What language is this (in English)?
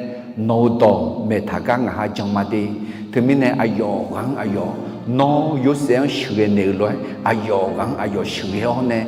Akha